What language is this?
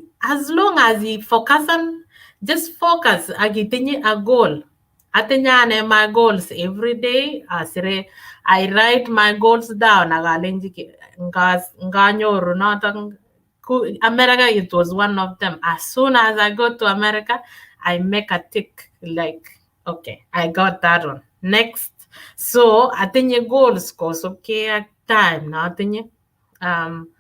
Kalenjin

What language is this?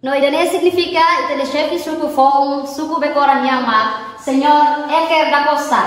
Tetum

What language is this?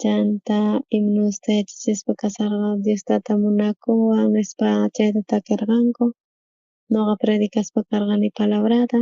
South Bolivian Quechua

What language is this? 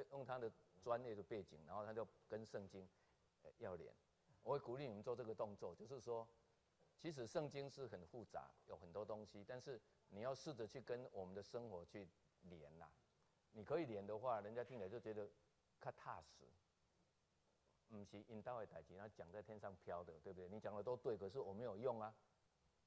Chinese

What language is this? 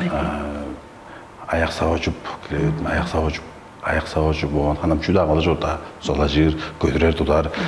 Tuvinian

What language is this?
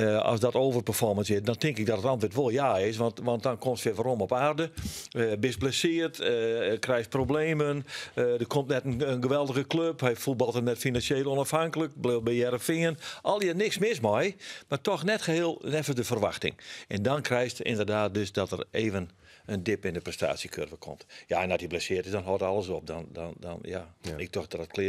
Western Frisian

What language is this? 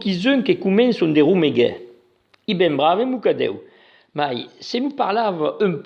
Occitan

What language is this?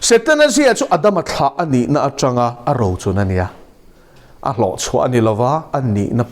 Mizo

